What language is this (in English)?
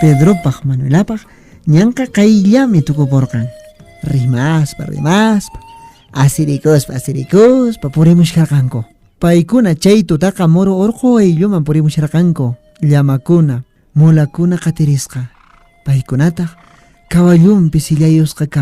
Quechua